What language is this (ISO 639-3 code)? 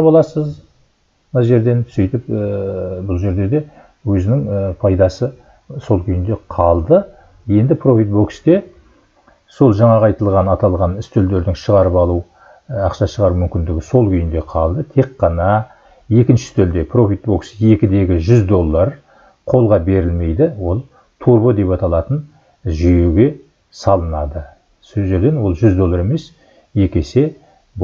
kaz